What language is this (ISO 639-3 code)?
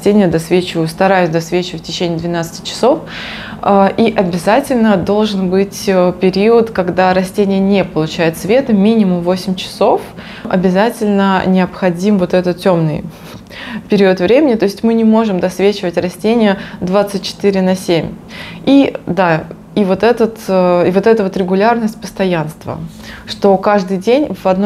rus